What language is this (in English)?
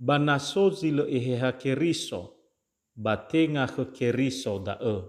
Nias